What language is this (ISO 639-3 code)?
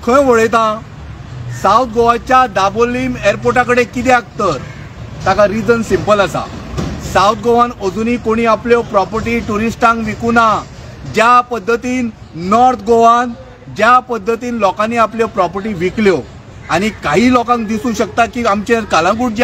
kok